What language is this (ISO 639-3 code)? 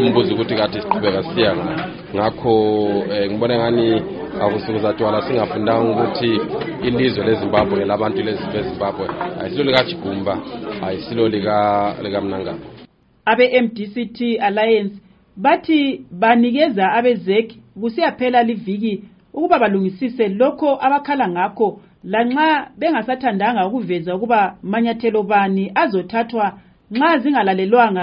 nde